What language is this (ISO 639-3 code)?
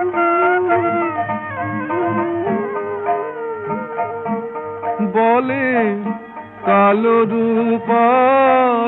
ben